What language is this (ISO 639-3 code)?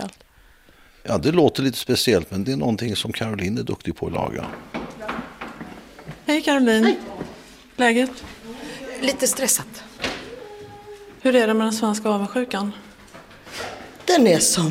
swe